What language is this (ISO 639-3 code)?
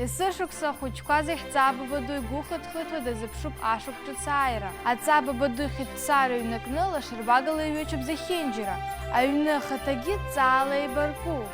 abk